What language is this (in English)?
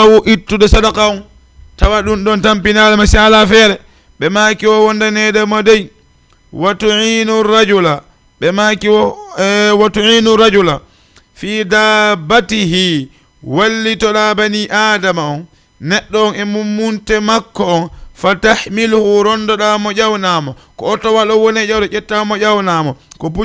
Fula